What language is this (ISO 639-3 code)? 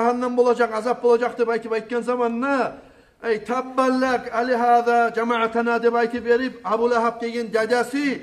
kum